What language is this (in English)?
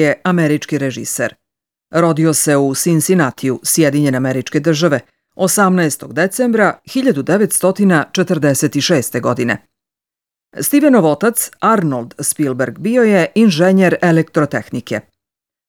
Serbian